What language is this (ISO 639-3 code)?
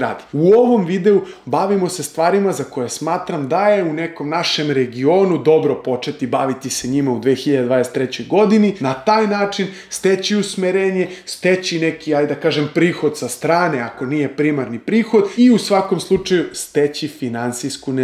srp